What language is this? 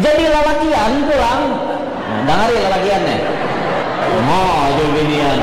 Banjar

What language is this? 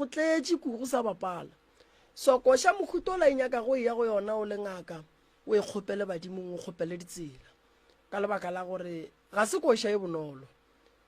Northern Sotho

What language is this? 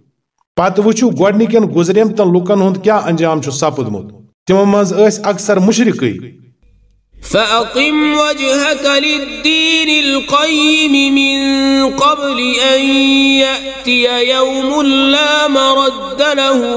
Kashmiri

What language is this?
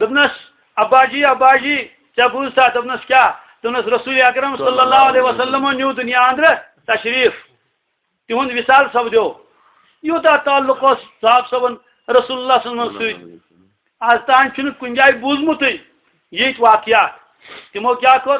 Kashmiri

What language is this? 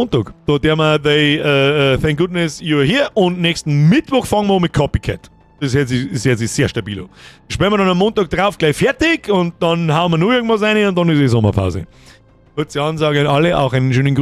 Bavarian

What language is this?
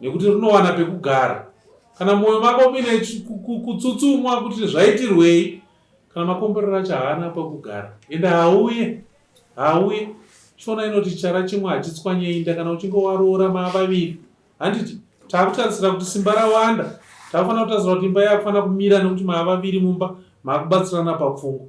Shona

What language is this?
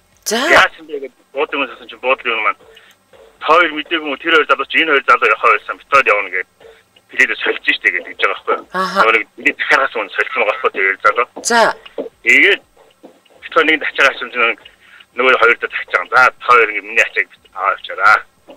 Mongolian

